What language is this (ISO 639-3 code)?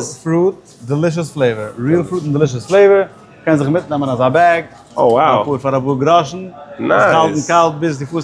yid